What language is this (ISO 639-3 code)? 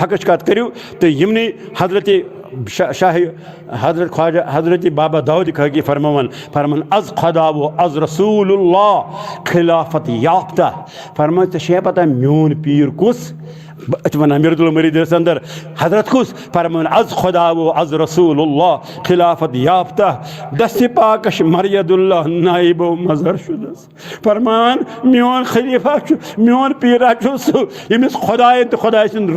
kas